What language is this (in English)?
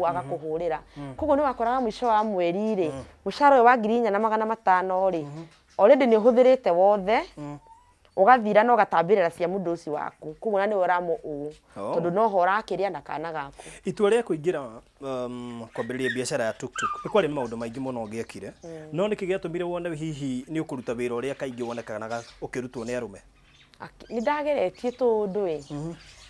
Kikuyu